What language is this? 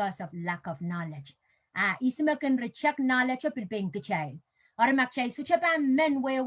Pohnpeian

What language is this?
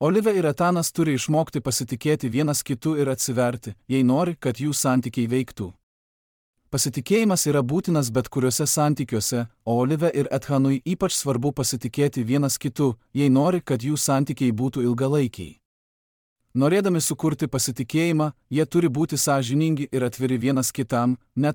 Lithuanian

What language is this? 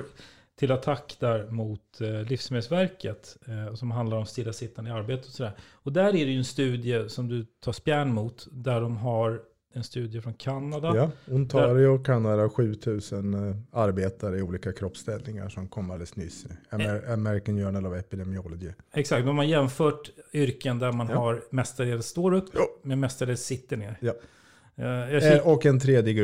Swedish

